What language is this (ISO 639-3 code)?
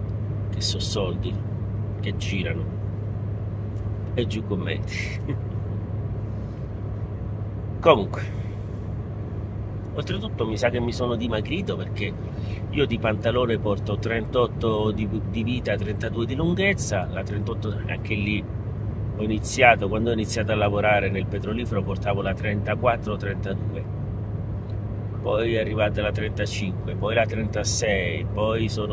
ita